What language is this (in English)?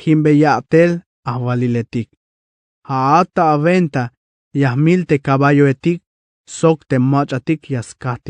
Tzeltal